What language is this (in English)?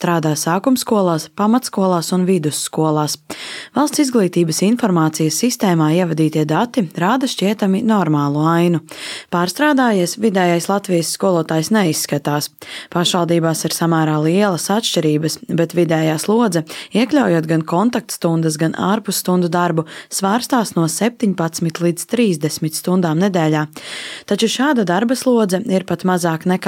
Latvian